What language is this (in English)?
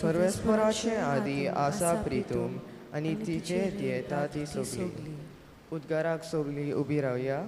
Konkani